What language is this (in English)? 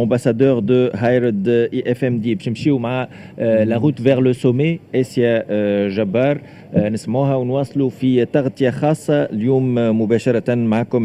Tunisian Arabic